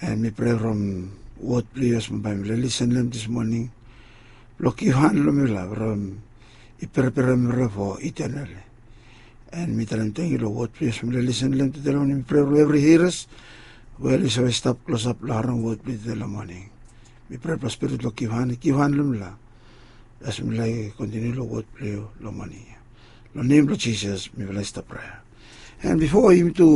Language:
Bislama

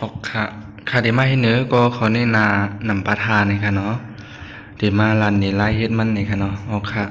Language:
Shan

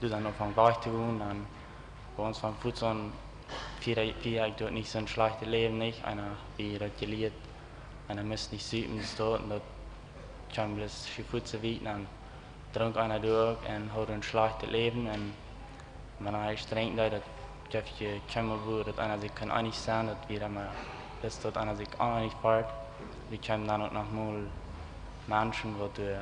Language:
Plautdietsch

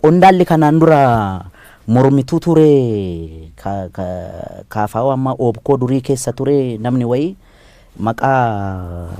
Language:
Oromo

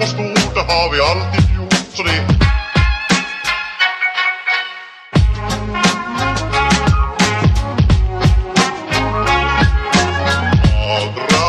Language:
Swedish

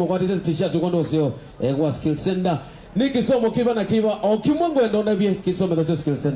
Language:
Kamba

